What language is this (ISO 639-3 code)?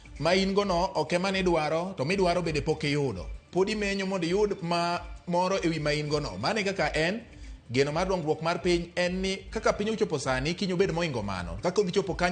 luo